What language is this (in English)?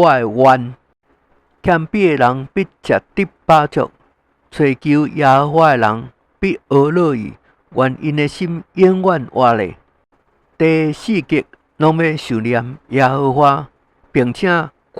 Min Nan Chinese